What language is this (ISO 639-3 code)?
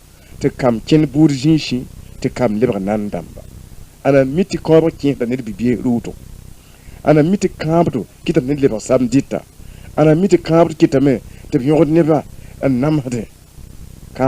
mos